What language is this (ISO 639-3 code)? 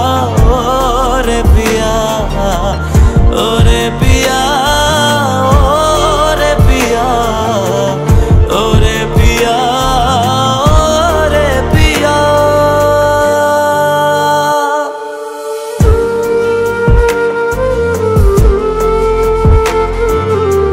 ben